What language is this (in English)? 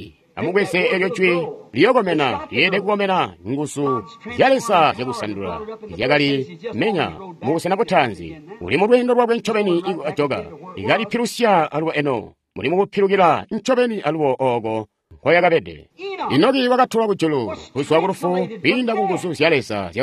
Tonga (Zambia)